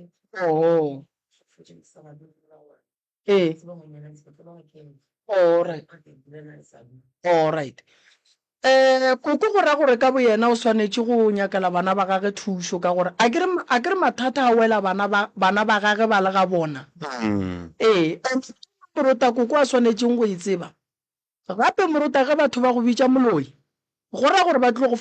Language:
Northern Sotho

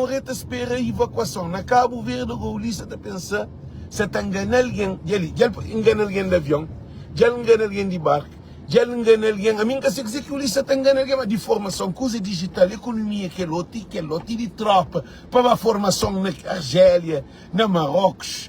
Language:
Kabuverdianu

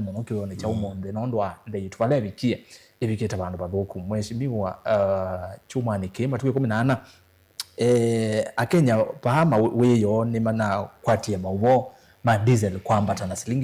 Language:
Kamba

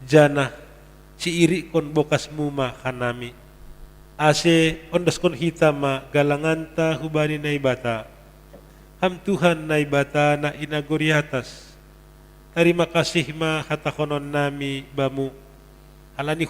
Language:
Batak Simalungun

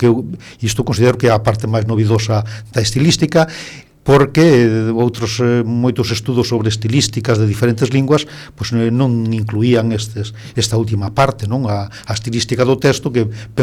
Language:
Galician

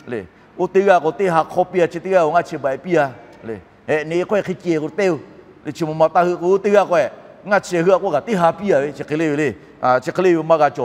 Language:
Lahu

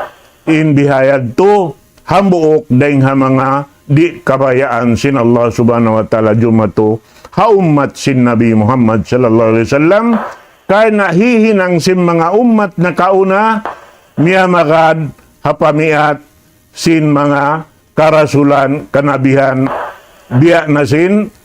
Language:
Tausug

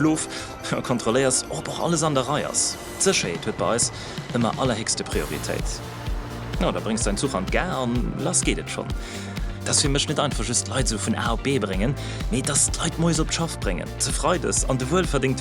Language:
Luxembourgish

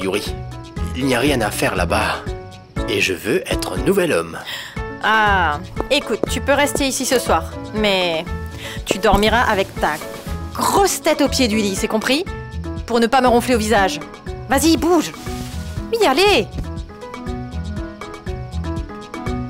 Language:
French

